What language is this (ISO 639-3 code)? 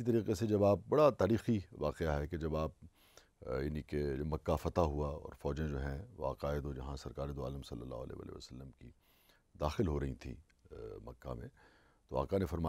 urd